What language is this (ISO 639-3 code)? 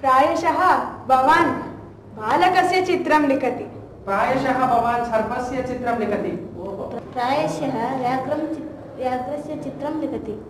san